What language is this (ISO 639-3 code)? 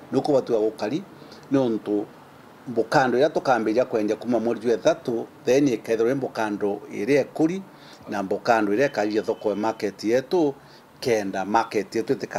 mer